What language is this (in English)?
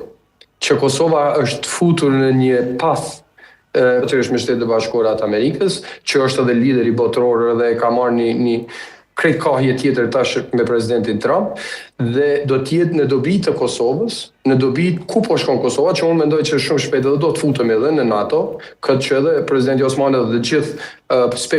Albanian